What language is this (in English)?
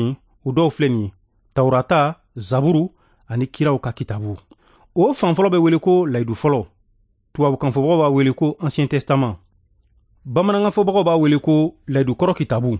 Bambara